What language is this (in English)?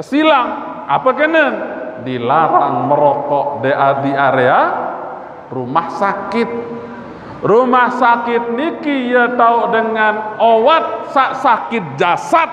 Sasak